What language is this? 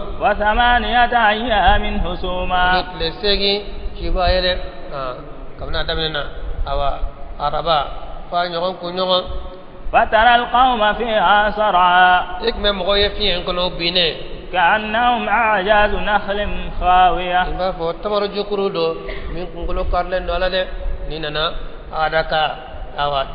Bambara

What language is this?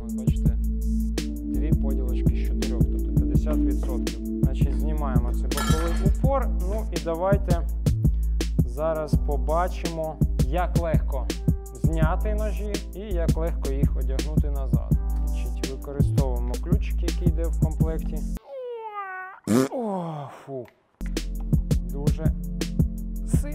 Ukrainian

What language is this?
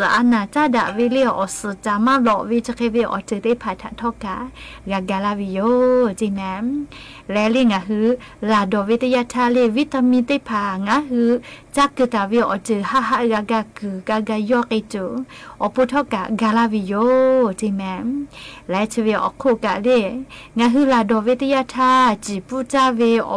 Lahu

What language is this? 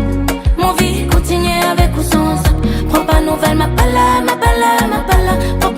Réunion Creole French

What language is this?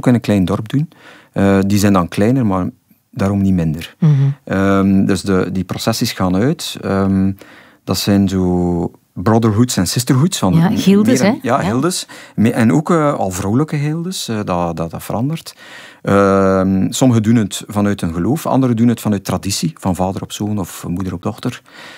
Dutch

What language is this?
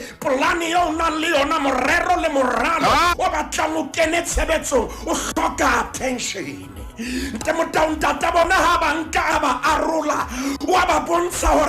Southern Sotho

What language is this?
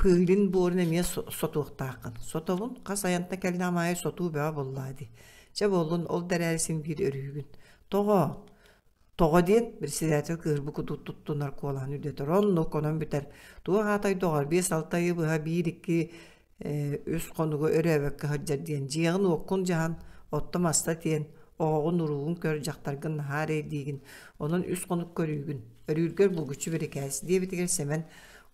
Yakut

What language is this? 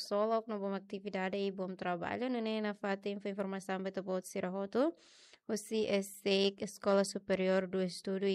Tetum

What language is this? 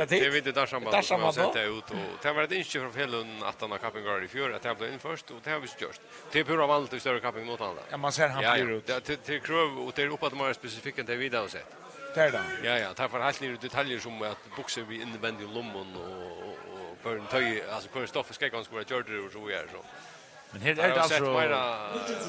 Faroese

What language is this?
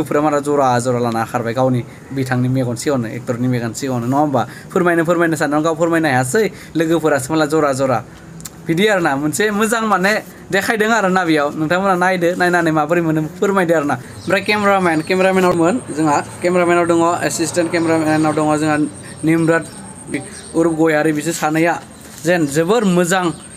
Bodo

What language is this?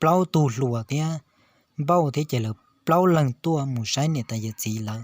Hmong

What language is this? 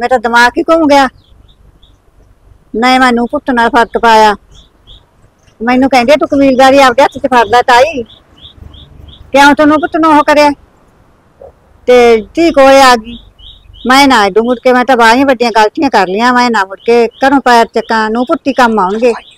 Punjabi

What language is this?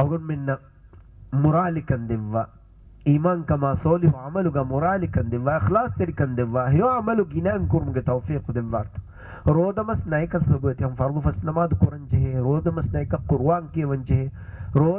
Divehi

